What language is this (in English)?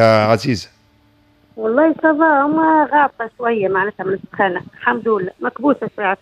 Tunisian Arabic